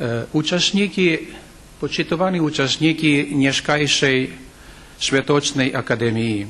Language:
Rusyn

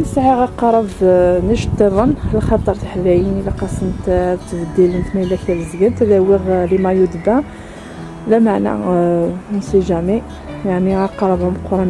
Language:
Kabyle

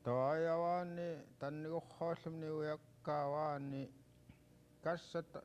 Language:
Central Yupik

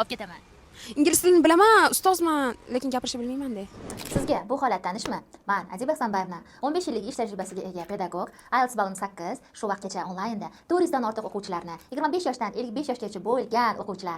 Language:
Uzbek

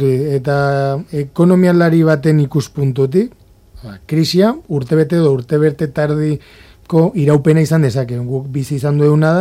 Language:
Basque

